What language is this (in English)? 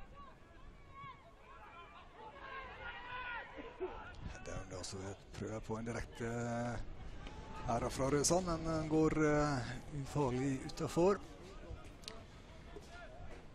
Norwegian